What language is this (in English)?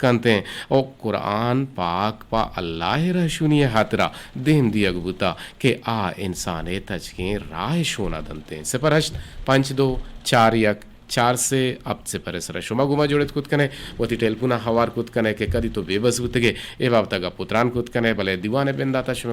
Eastern Balochi